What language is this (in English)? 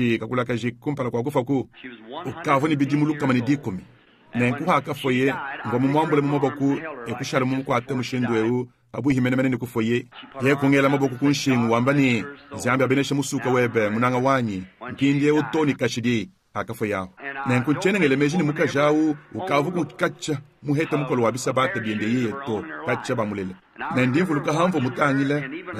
Luba-Lulua